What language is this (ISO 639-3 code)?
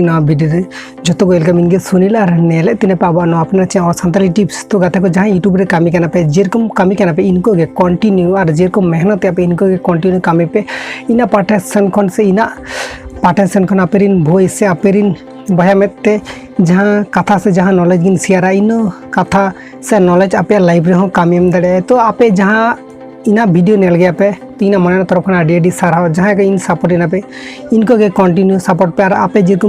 sat